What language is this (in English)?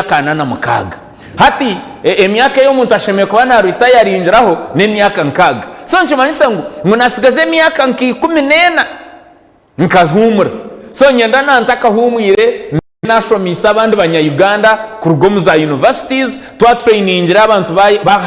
Nyankole